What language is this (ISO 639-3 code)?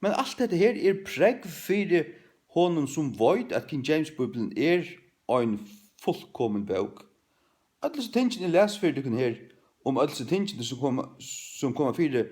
fao